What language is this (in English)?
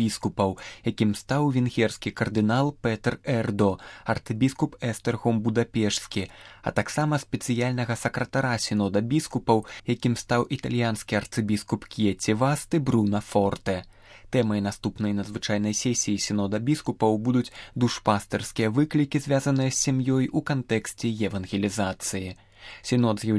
Belarusian